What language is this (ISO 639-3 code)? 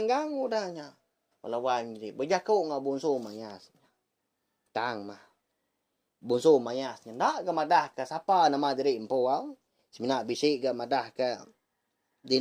iba